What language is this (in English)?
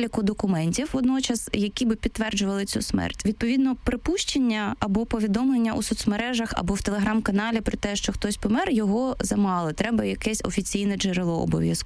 Ukrainian